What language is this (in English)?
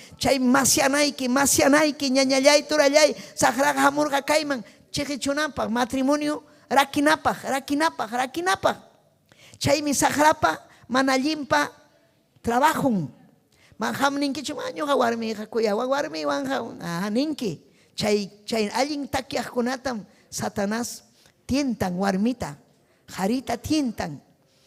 Ayacucho Quechua